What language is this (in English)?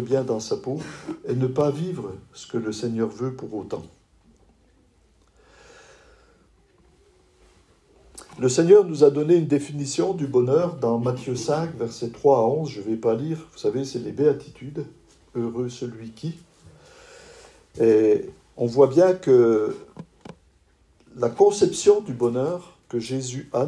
French